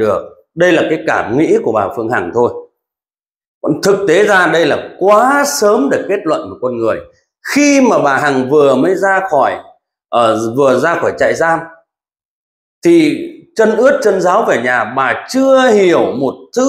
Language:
Vietnamese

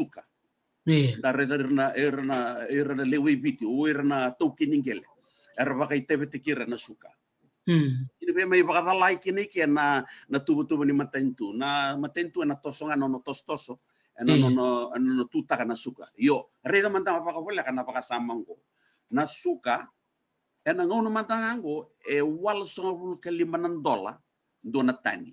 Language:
Fijian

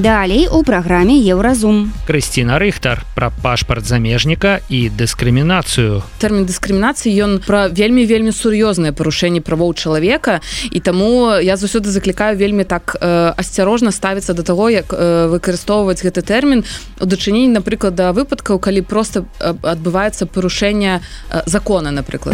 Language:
Belarusian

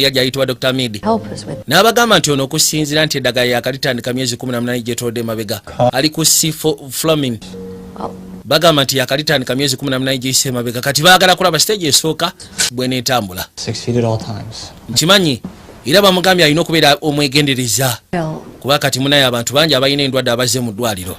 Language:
Ganda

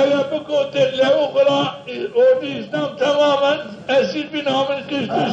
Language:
Zaza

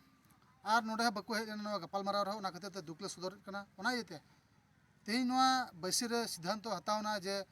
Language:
Santali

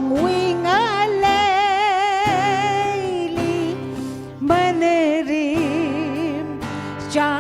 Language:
Tangkhul Naga (India)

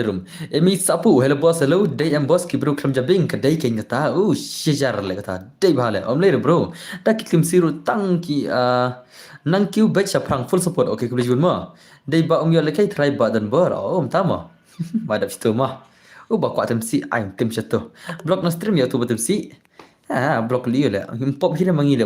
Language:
Khasi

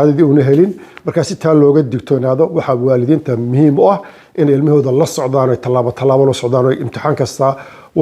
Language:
Somali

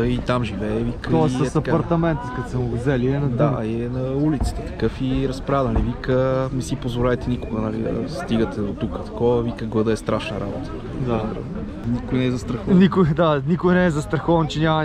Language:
Bulgarian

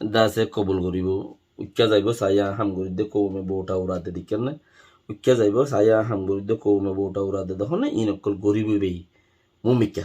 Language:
Rohingya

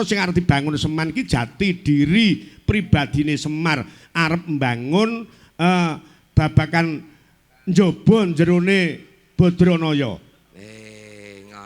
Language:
Javanese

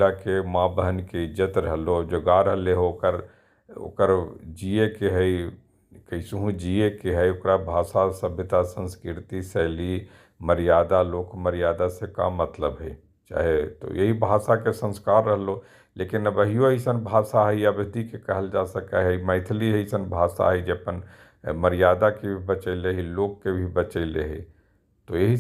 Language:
Magahi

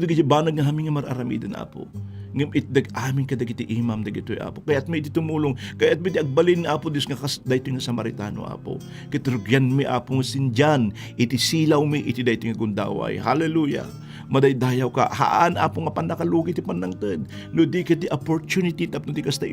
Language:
Iloko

